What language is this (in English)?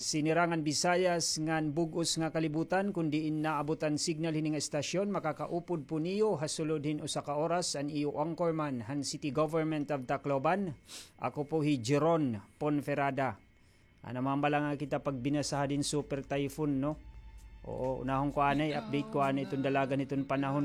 Waray